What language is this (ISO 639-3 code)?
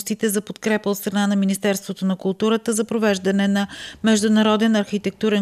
bul